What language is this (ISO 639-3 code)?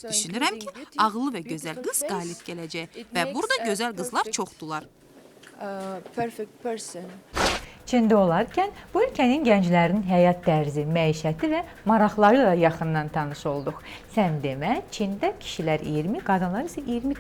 aze